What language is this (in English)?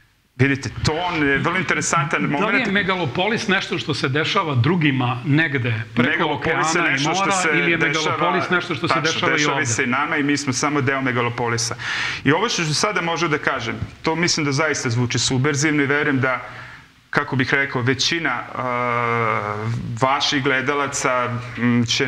Serbian